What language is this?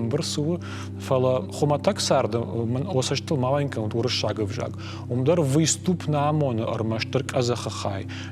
Ossetic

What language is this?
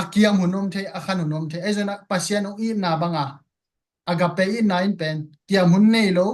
Tedim Chin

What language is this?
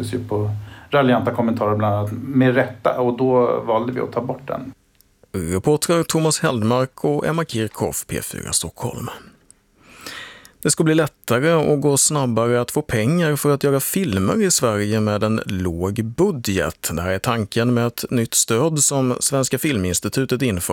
Swedish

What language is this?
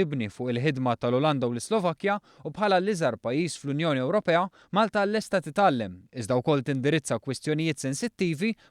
Maltese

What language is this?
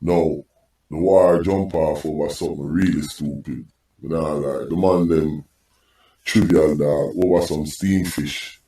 Jamaican Creole English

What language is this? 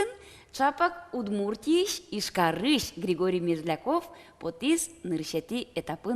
Udmurt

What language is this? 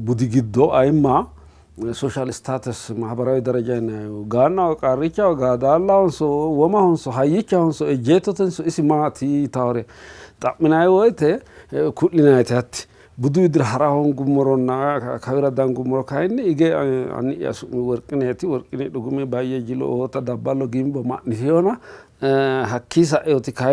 Sidamo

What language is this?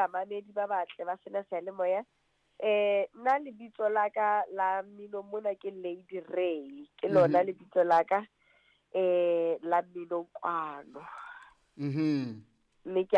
Southern Sotho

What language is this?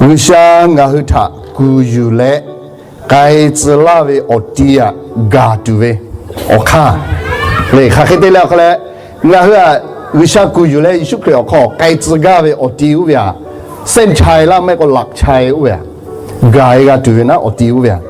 Lahu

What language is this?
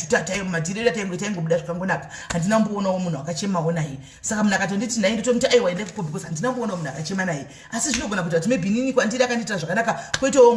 Shona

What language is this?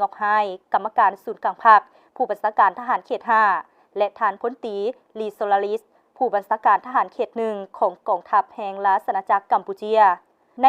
Lao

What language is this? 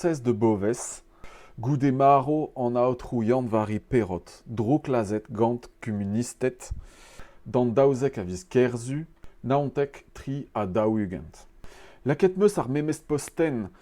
Breton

